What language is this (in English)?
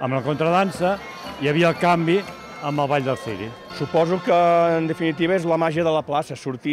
Catalan